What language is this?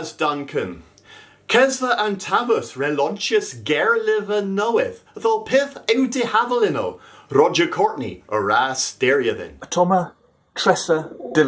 Cornish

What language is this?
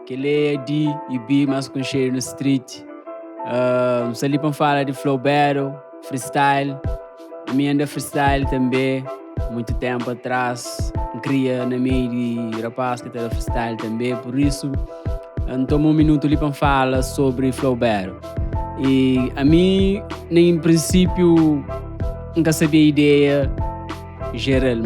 Kabuverdianu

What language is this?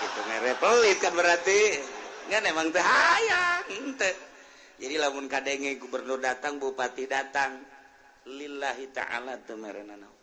Sundanese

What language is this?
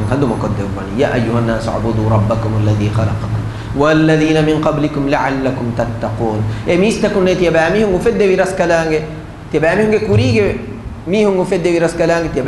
Divehi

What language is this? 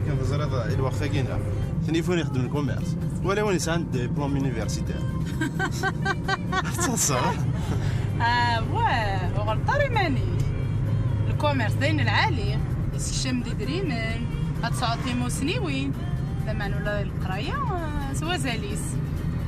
Kabyle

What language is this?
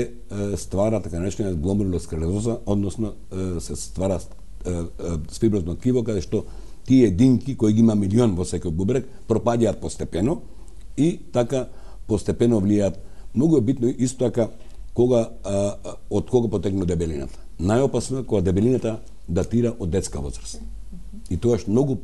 Macedonian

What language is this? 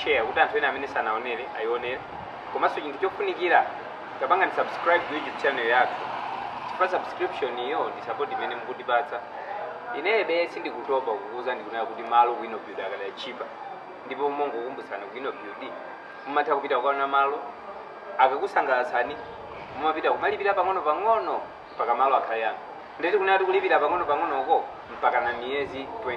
Nyanja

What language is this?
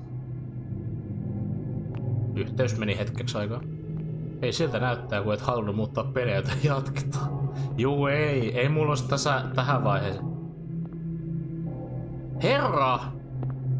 Finnish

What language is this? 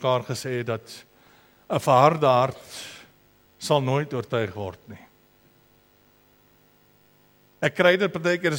Afrikaans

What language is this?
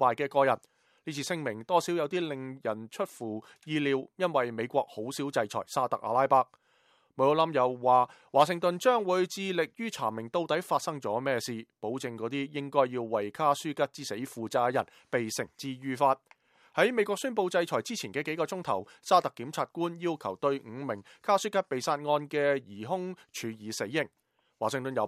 Cantonese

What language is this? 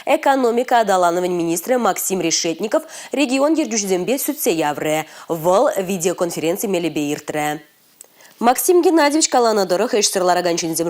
Chuvash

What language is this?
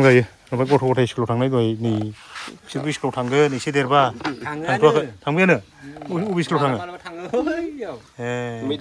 Bodo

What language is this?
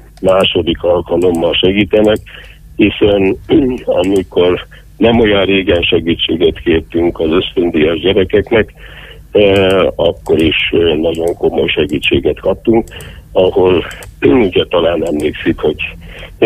Hungarian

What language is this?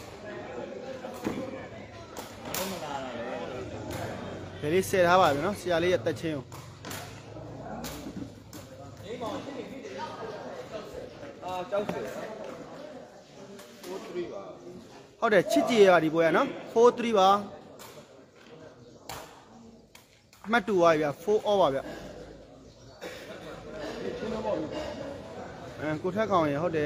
Burmese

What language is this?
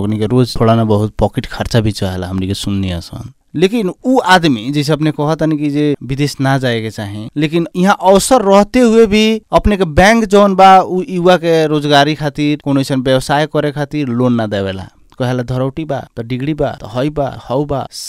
Bhojpuri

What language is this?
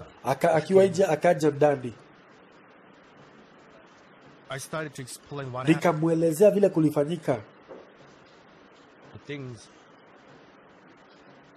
Swahili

